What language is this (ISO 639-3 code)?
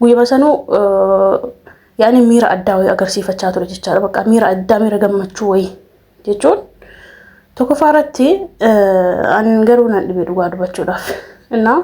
orm